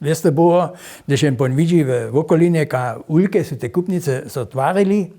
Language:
Upper Sorbian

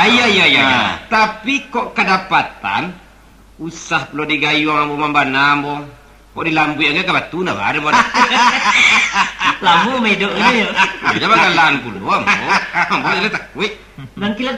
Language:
Minangkabau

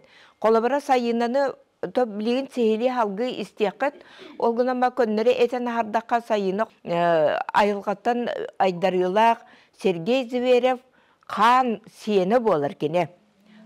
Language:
Yakut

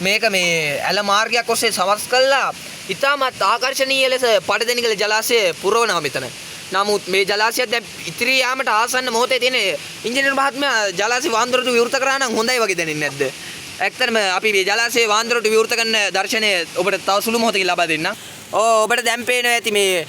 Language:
Sinhala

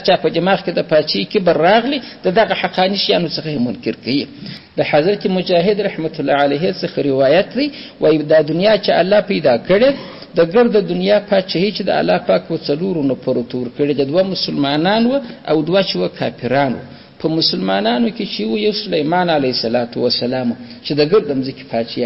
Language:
Pashto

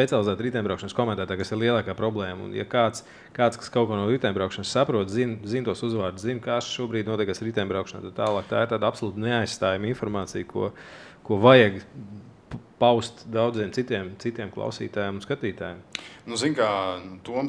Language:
Latvian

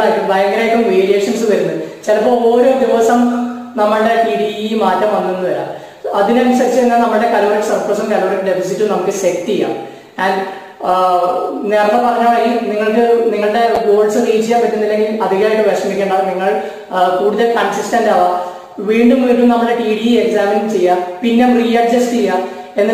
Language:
Malayalam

